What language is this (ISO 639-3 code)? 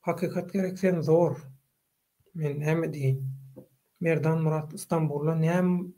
tuk